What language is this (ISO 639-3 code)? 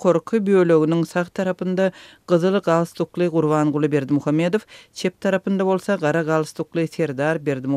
tuk